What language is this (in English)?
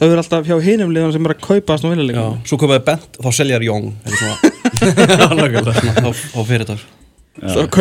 Icelandic